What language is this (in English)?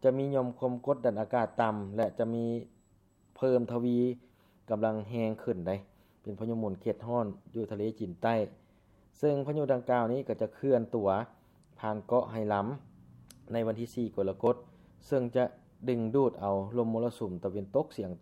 Lao